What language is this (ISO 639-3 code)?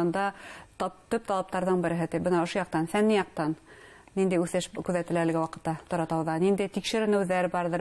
bak